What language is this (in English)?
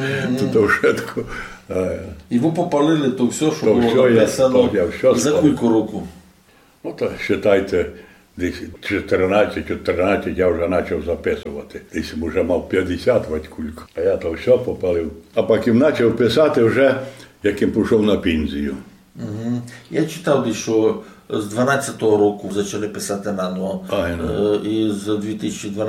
Rusyn